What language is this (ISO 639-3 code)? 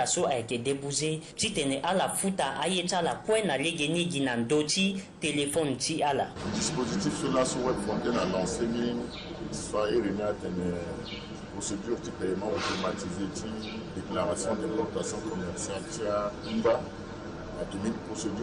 sag